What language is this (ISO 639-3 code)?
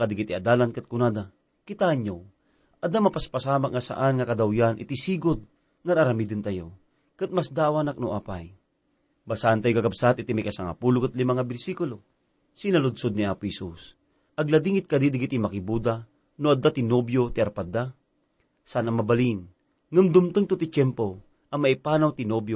ilo